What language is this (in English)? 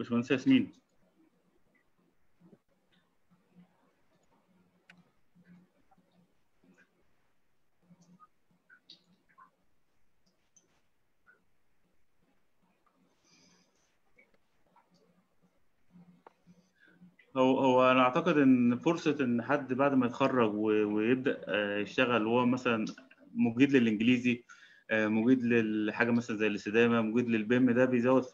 Egyptian Arabic